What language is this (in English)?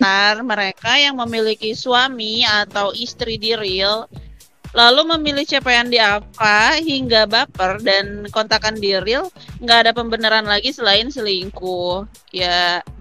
Indonesian